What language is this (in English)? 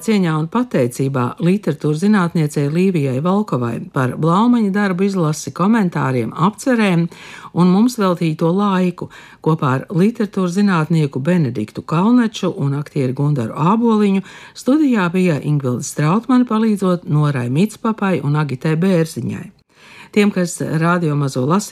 Latvian